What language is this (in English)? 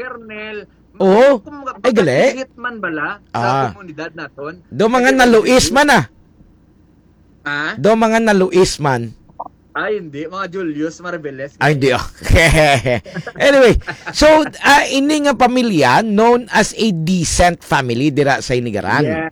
Hiligaynon